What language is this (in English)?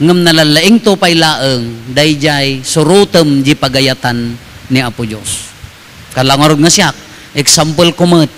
Iloko